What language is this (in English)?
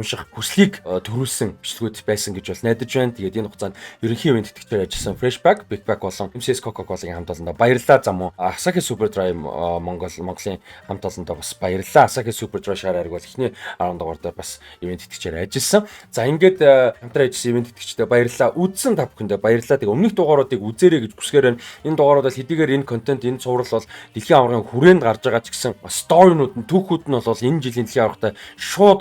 Mongolian